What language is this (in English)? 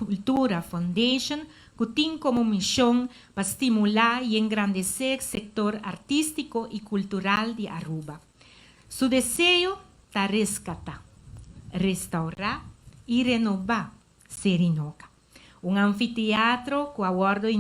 Papiamento